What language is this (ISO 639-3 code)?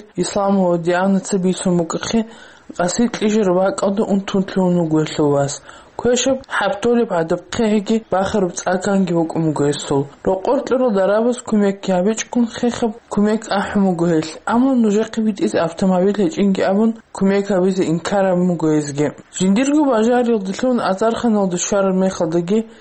ava